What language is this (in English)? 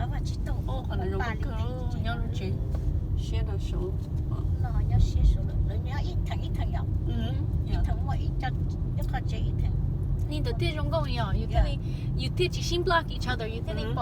Hmong